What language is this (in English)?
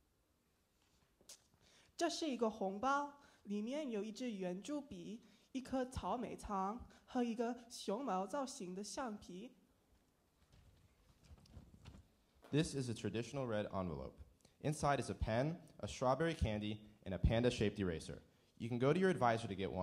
Chinese